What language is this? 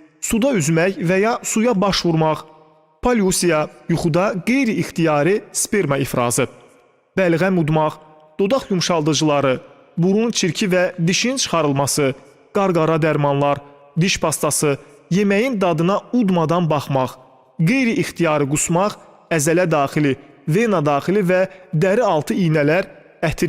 Azerbaijani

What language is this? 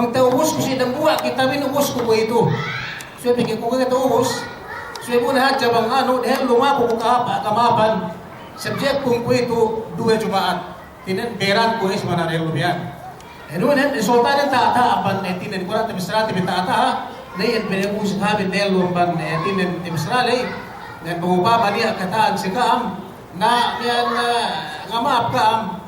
Yakan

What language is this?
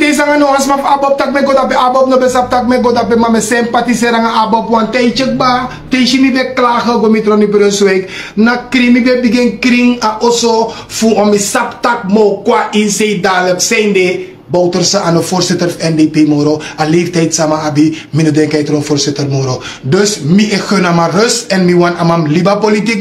Sranan Tongo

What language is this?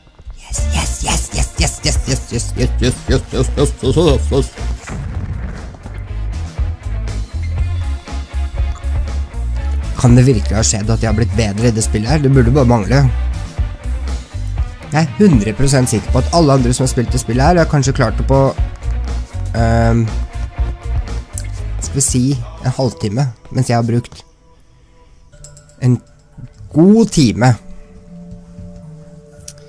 Norwegian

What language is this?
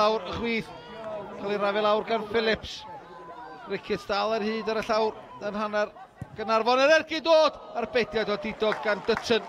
Welsh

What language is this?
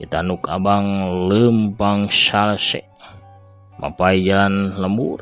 Sundanese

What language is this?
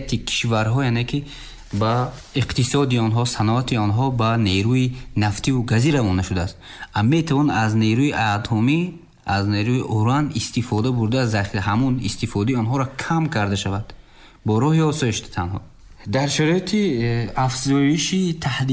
Tajik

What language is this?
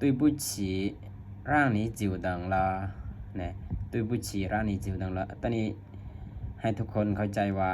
Lao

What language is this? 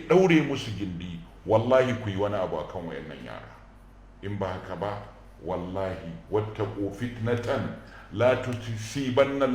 Hausa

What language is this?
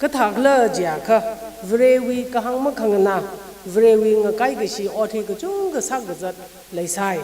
Tangkhul Naga (India)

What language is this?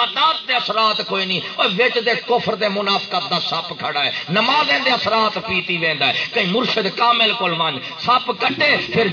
Saraiki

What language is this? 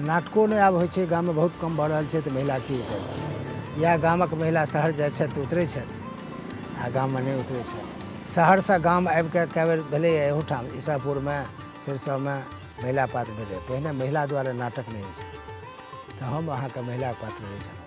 Maithili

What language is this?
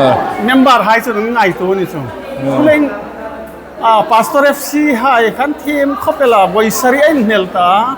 Hmar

